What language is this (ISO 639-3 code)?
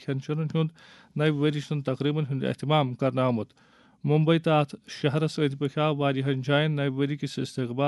kas